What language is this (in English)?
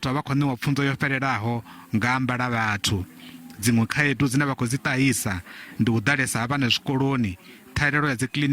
Venda